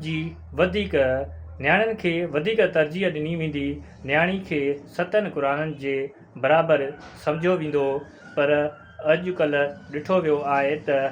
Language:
Sindhi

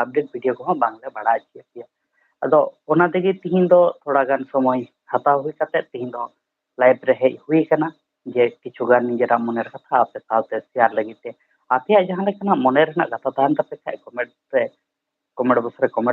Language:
Santali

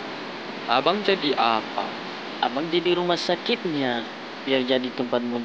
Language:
Nias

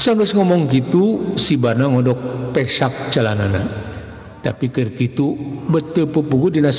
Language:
Sundanese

